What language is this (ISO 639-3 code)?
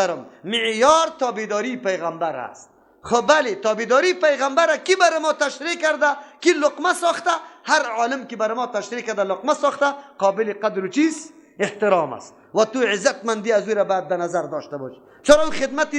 fas